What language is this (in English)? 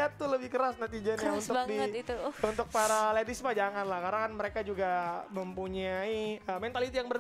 Indonesian